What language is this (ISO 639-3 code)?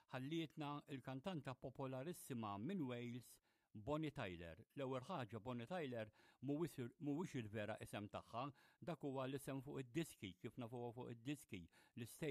mlt